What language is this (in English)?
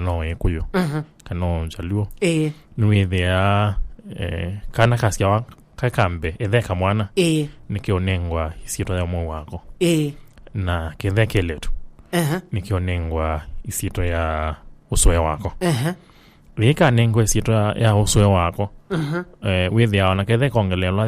Kamba